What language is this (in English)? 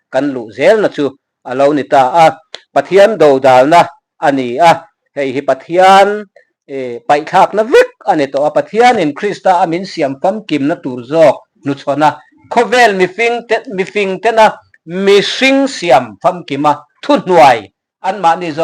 Mizo